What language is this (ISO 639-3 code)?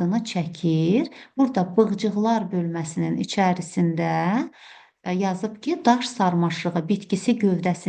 aze